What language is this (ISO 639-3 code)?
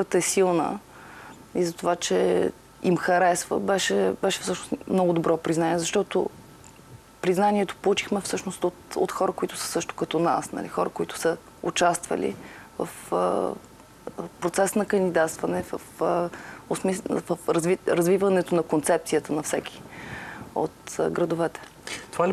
bul